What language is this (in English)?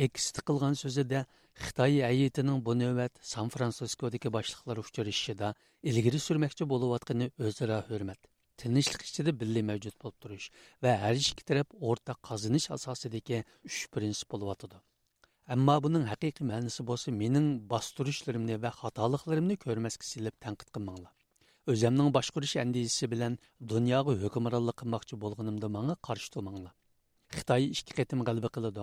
Uyghur